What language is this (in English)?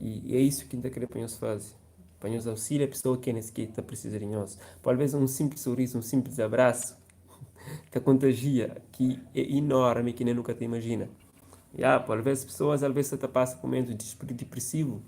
Kabuverdianu